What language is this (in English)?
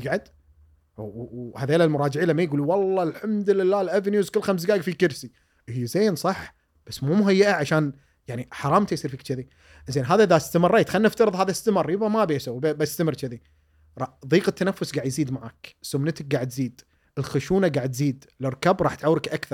Gulf Arabic